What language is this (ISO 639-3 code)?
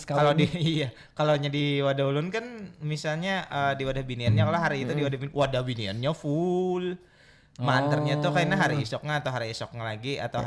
bjn